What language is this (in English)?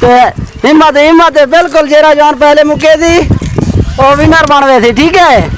Saraiki